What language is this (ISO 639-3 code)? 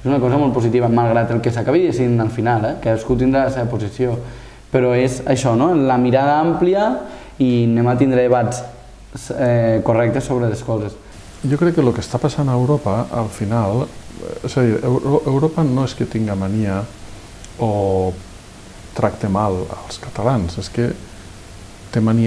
cat